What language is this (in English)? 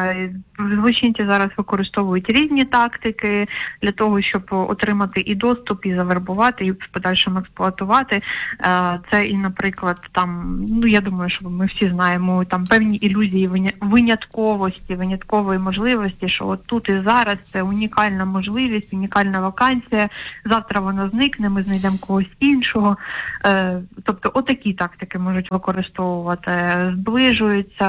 Ukrainian